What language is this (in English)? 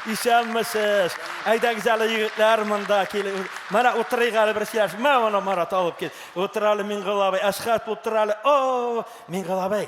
Tatar